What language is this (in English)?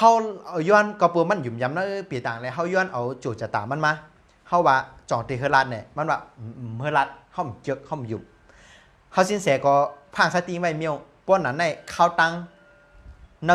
Shan